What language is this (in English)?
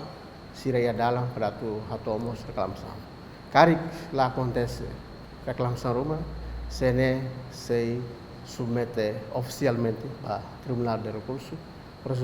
Tetum